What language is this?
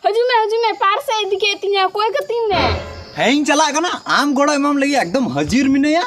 Santali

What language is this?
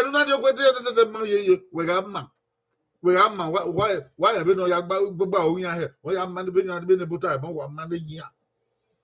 Bini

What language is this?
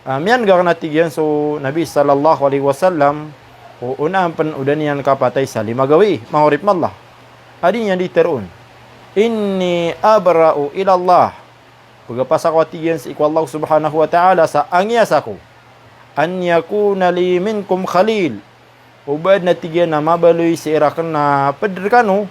Maranao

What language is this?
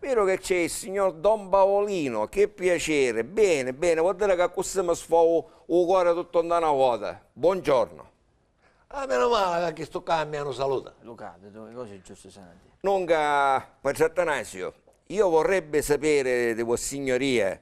Sicilian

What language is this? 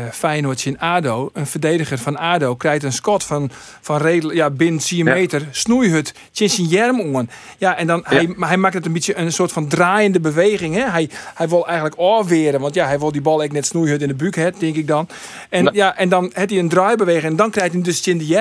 Western Frisian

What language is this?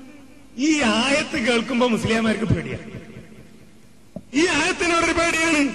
Malayalam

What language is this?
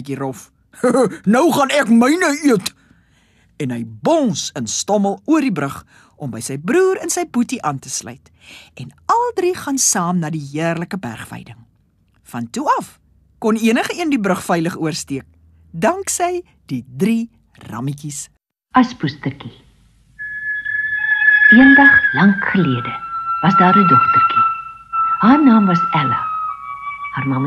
Afrikaans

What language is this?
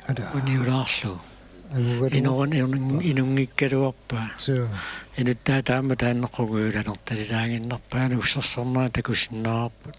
Kalaallisut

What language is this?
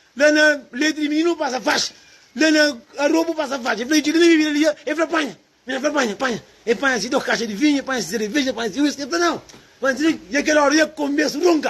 Kabuverdianu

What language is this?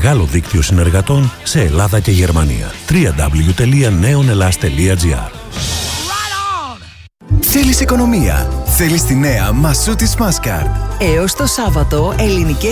Greek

